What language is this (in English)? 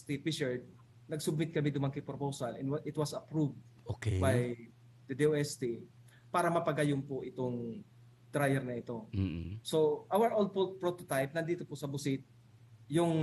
Bikol